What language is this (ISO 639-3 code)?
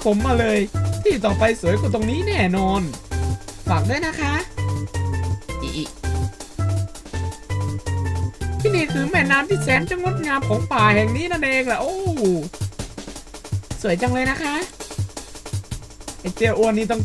tha